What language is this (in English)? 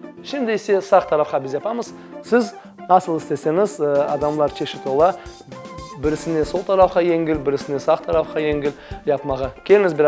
Crimean Tatar